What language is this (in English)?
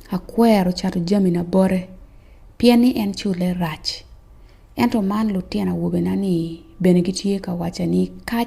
Acoli